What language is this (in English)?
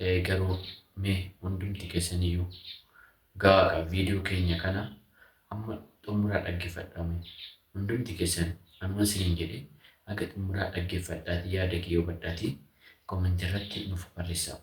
Oromo